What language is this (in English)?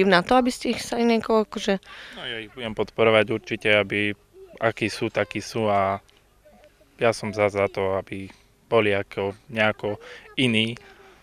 Slovak